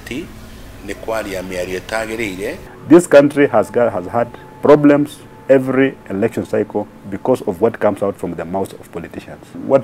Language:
Kikuyu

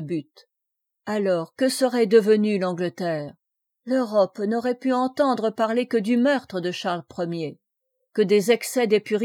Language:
French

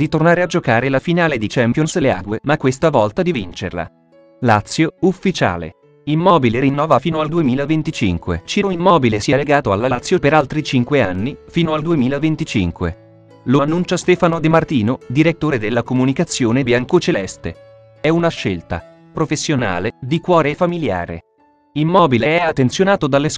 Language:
Italian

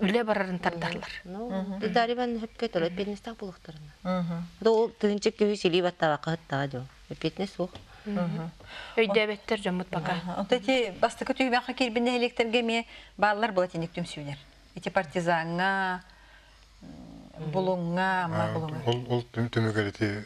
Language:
Yakut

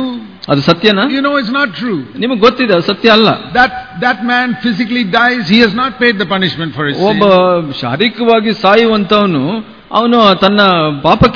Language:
Kannada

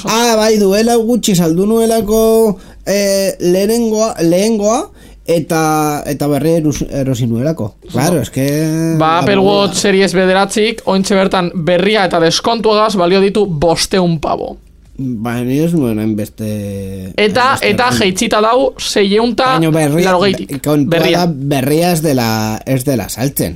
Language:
Basque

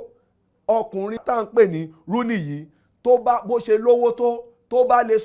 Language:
Yoruba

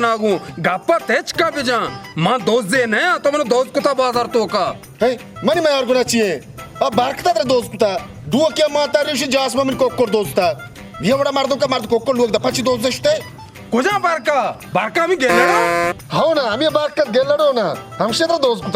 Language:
Baluchi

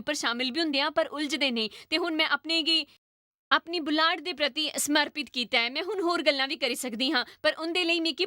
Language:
Dogri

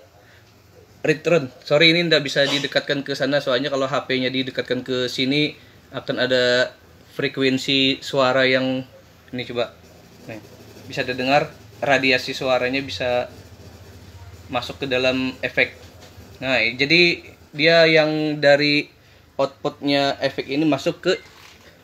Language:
Indonesian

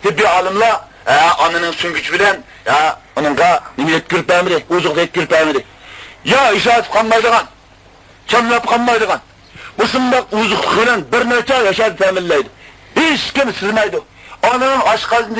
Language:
Uyghur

